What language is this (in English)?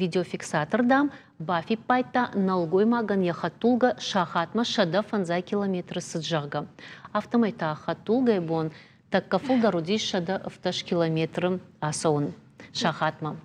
Ossetic